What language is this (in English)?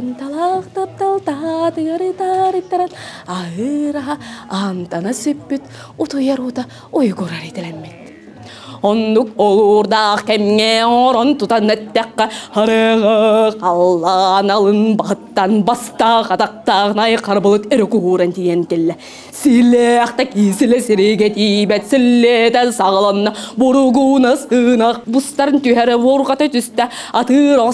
Yakut